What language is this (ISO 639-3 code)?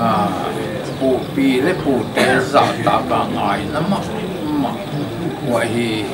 pck